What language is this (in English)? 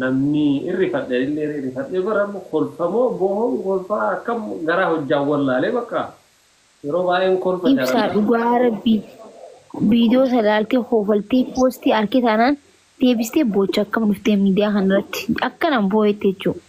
Oromo